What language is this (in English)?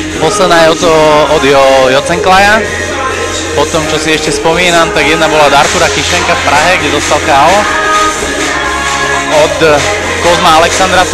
Slovak